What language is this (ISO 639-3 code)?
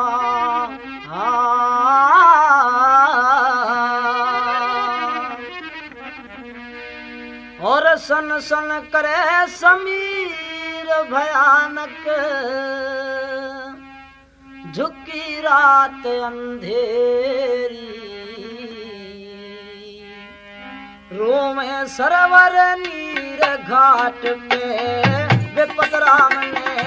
bgc